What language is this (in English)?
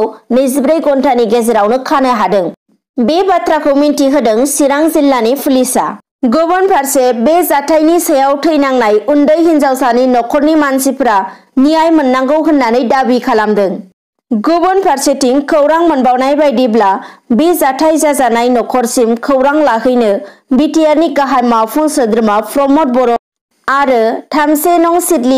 Bodo